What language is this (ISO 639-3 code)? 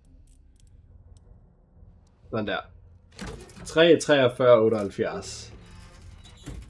dan